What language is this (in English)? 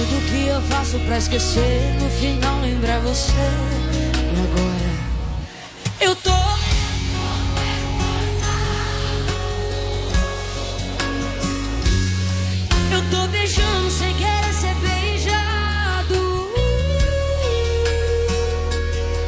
Portuguese